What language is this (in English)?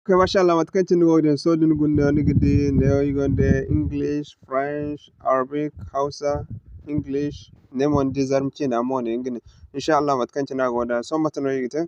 Zarma